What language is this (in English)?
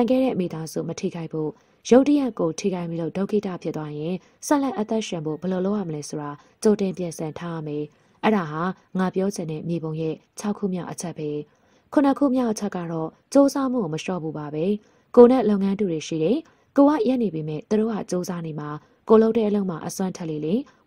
Burmese